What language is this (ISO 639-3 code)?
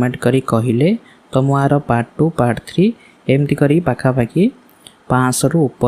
ori